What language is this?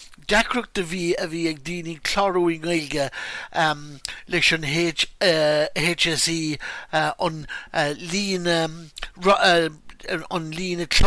Irish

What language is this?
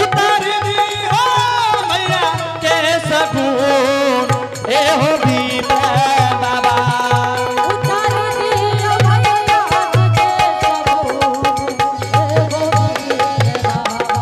Angika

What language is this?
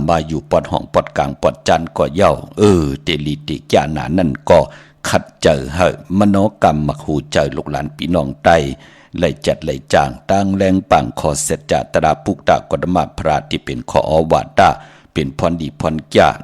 Shan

